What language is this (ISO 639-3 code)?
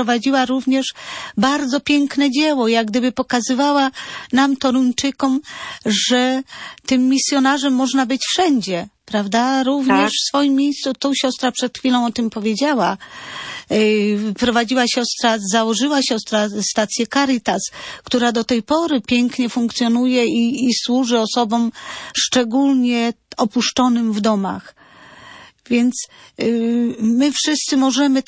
pol